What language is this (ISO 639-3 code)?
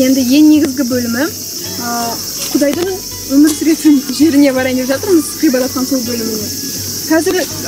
kaz